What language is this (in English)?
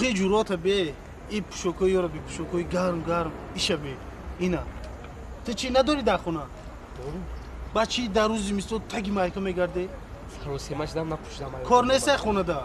Tajik